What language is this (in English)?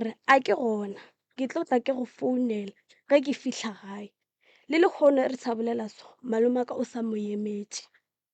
Northern Sotho